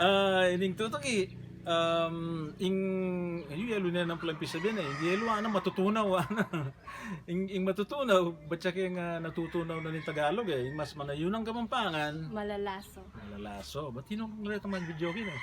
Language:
Pampanga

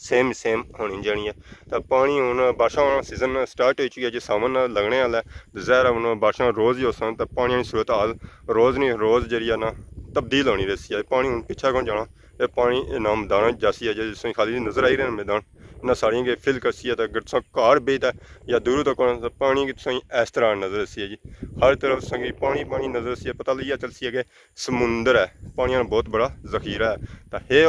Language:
Pahari-Potwari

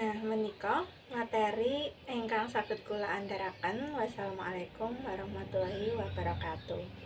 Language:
Javanese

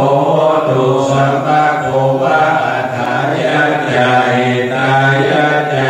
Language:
Pali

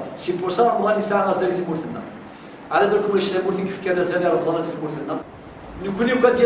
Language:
Kabyle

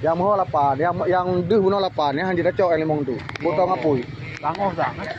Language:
Achinese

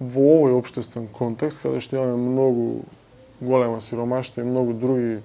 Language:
Macedonian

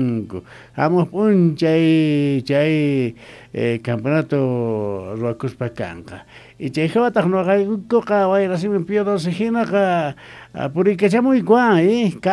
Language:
Quechua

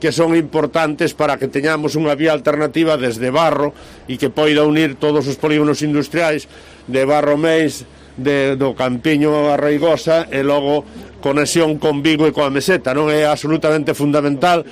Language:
Galician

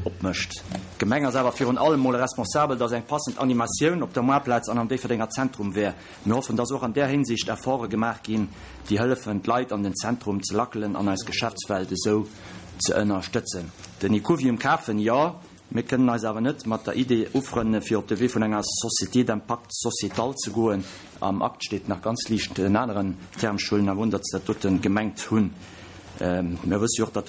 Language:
Luxembourgish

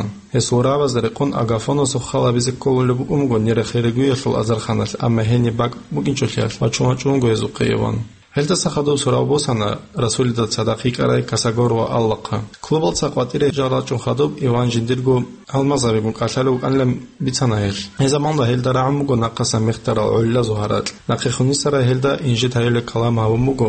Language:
Avaric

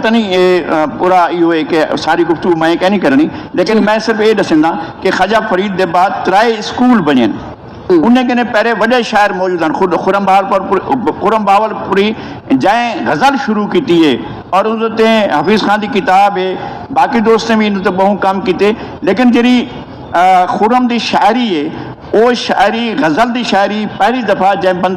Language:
Saraiki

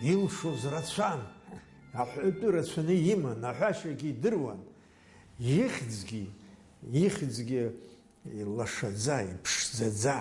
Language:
Abkhazian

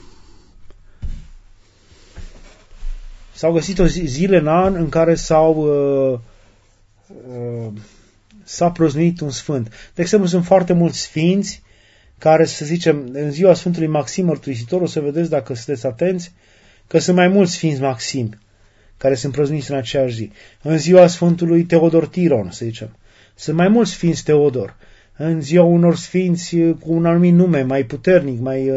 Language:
Romanian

